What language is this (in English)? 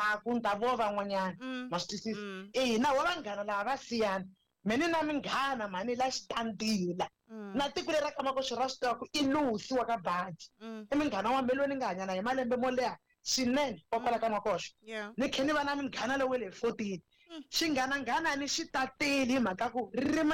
Tsonga